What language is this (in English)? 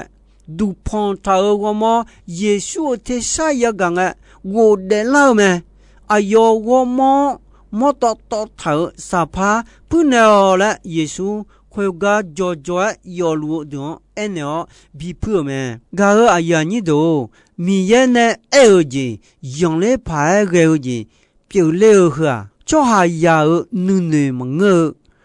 Akha